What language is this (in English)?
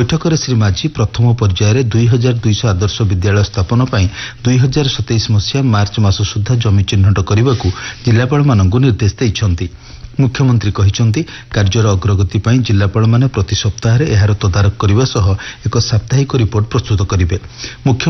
Odia